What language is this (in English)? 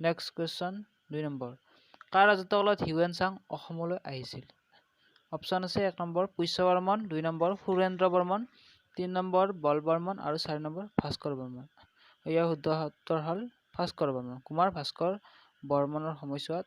Assamese